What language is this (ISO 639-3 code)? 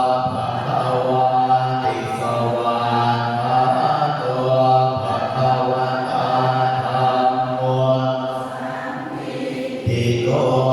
pli